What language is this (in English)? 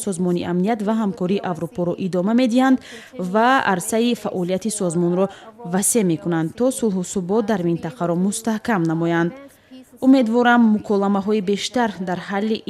Tajik